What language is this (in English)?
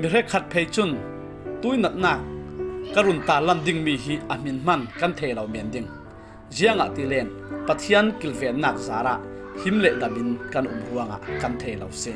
Falam Chin